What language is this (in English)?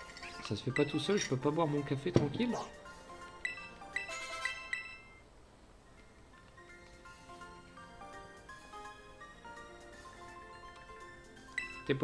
French